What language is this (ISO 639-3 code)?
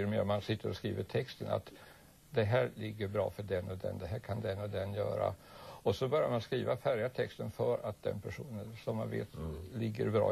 swe